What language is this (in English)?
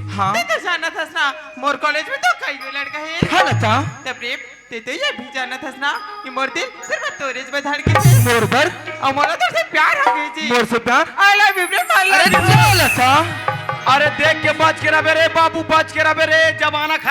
Chhattisgarhi